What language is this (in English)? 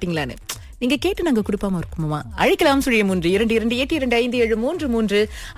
Tamil